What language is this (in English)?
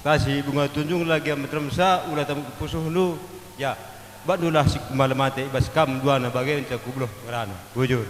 Batak Karo